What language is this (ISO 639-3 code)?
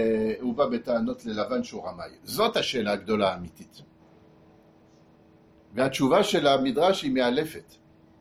heb